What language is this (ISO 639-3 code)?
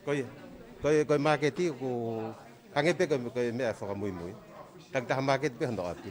ton